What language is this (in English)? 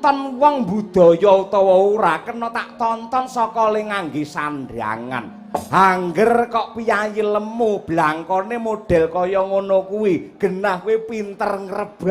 Javanese